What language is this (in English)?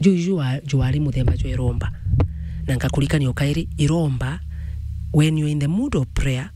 Meru